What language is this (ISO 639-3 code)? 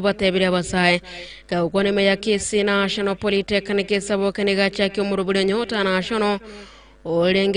guz